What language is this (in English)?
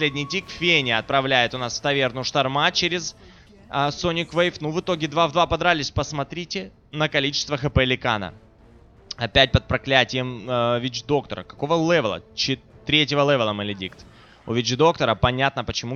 Russian